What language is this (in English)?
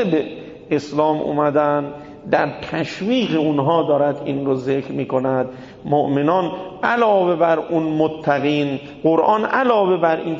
Persian